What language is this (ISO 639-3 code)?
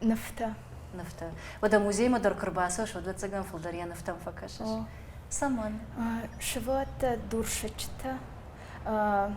oss